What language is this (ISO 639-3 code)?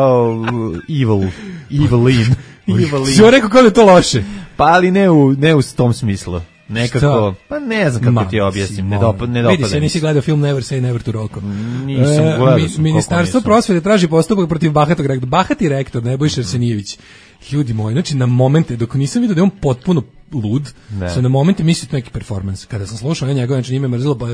srp